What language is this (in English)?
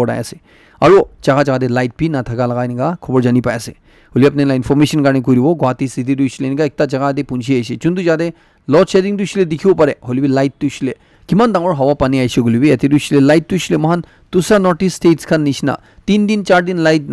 Naga Pidgin